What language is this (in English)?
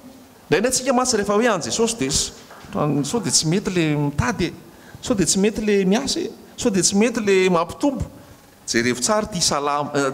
Malagasy